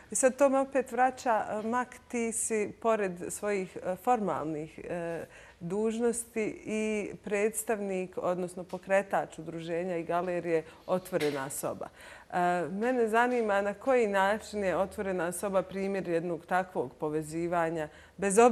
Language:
Bosnian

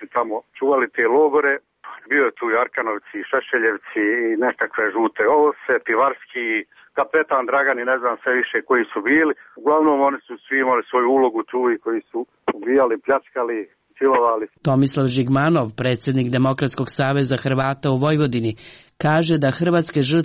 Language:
Croatian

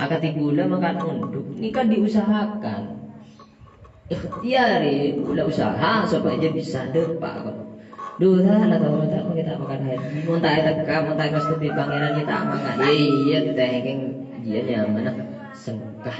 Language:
Madurese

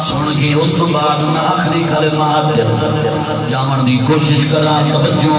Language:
Saraiki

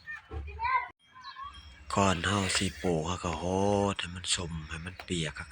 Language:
Lao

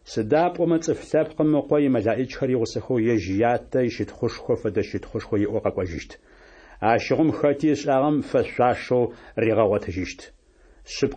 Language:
Kabardian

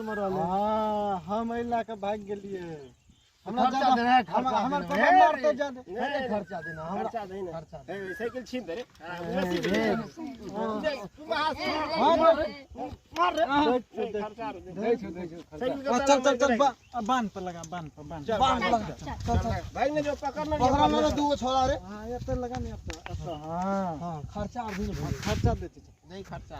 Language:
Maithili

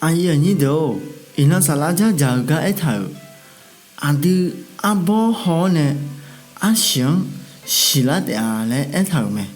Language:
Akha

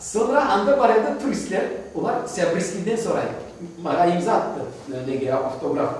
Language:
Crimean Tatar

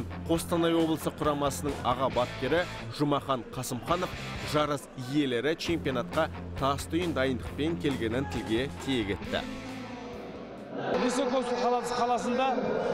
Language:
Kazakh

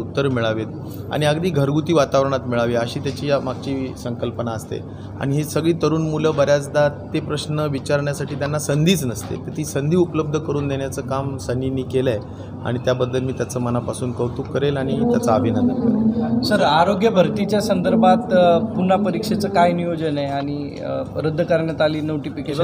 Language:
Marathi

